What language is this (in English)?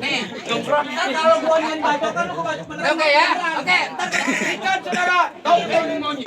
Betawi